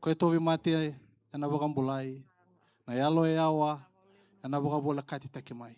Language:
Fijian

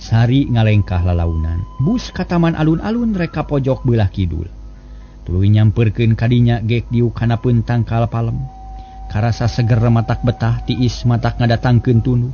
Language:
Sundanese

